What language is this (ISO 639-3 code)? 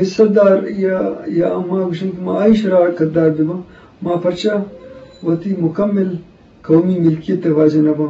bgp